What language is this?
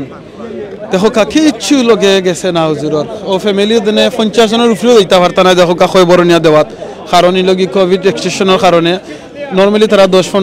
Sylheti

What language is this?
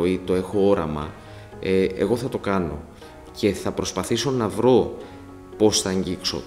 Greek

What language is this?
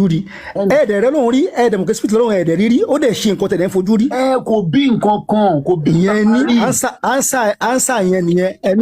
Yoruba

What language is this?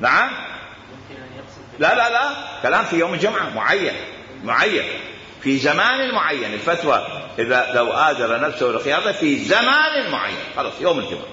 Mesopotamian Arabic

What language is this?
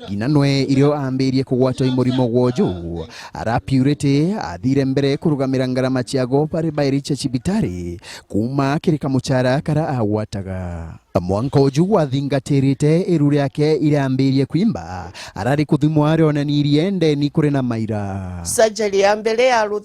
Meru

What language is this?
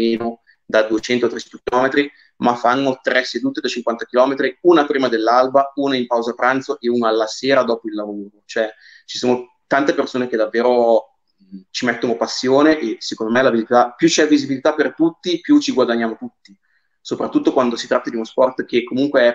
Italian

